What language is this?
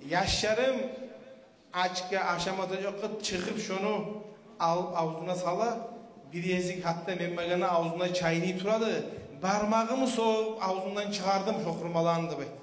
Kumyk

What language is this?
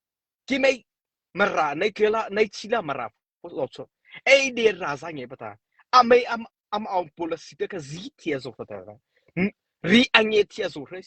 Mara Chin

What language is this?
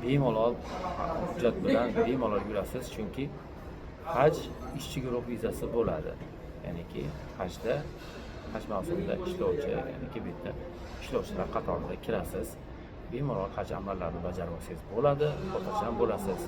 Uzbek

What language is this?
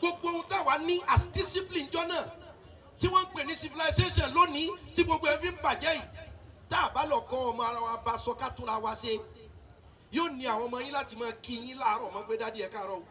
Yoruba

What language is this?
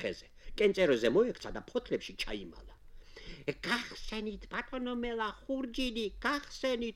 Georgian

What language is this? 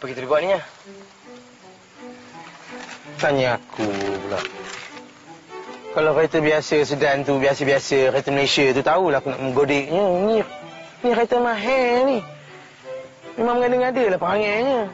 Malay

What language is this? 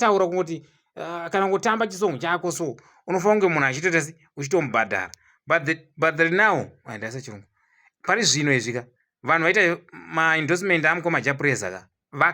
Shona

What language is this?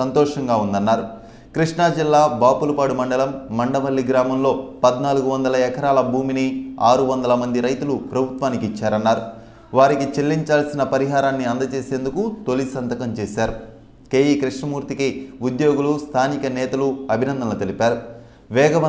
Telugu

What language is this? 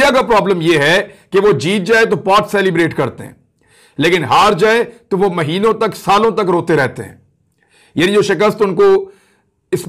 Hindi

